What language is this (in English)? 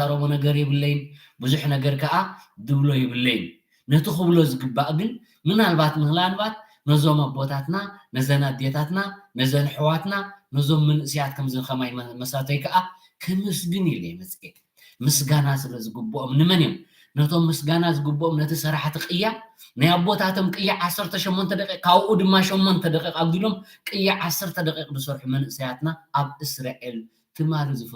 Tigrinya